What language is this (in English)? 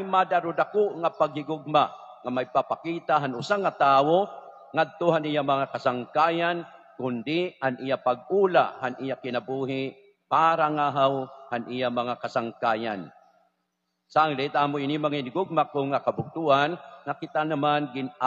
Waray